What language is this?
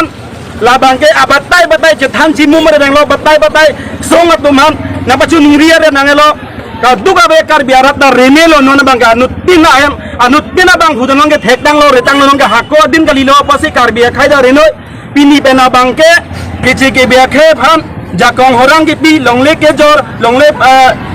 Karbi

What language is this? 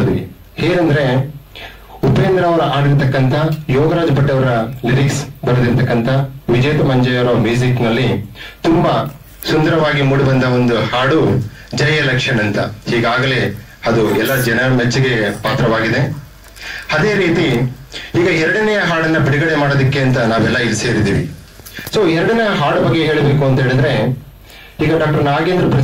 Kannada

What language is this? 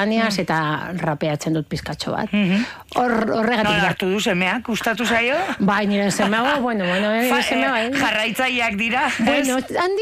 Basque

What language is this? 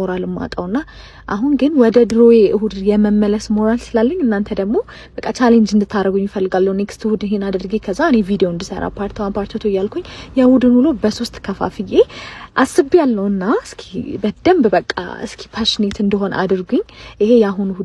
Amharic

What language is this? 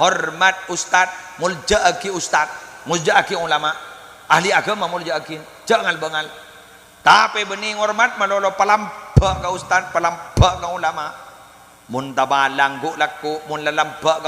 Madurese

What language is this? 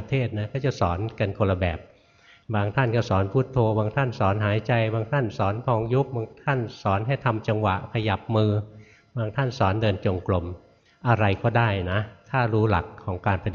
Thai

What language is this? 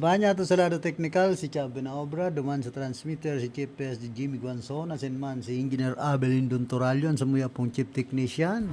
Bikol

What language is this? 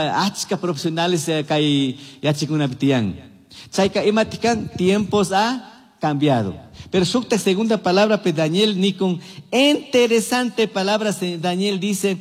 Chimborazo Highland Quichua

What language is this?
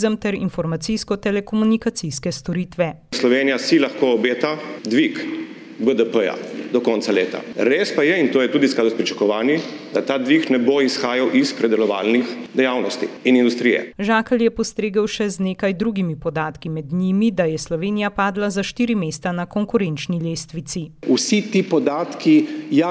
Slovenian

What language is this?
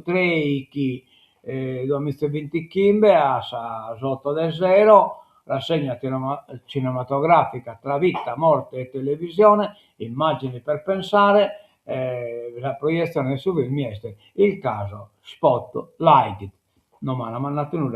Sardinian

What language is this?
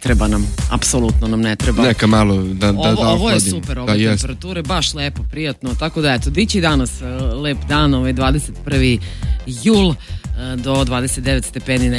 Serbian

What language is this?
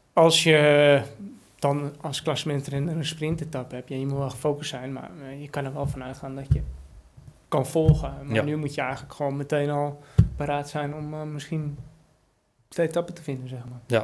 Dutch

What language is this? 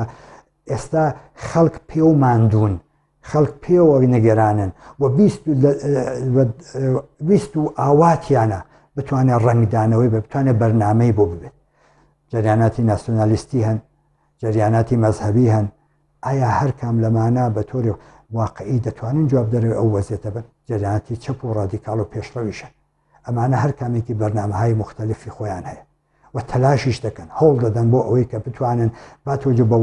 Central Kurdish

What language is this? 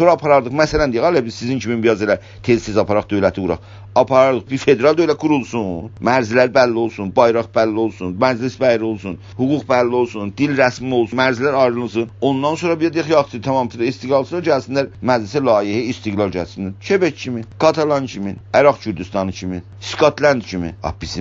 South Azerbaijani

